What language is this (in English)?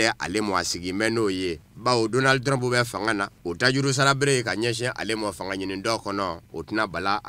Bambara